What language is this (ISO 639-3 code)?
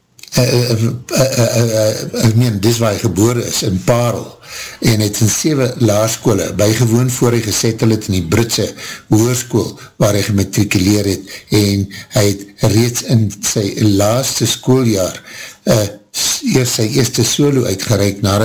afr